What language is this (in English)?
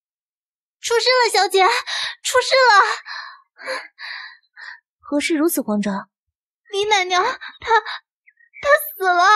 Chinese